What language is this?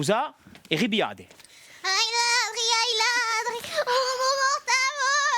Corsican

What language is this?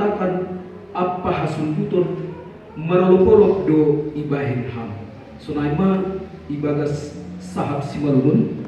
Batak Simalungun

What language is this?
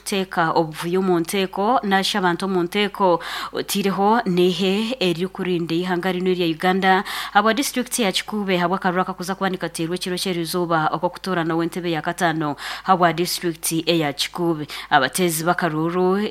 Nyankole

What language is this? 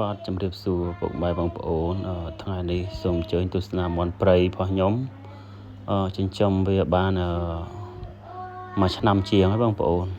Khmer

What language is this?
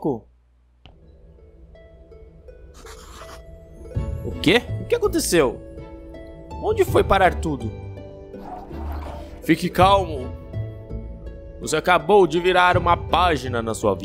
Portuguese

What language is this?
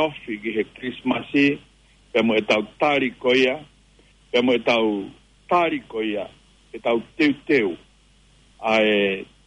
Tongan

